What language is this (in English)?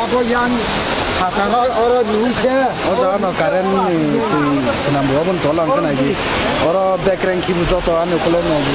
Kok Borok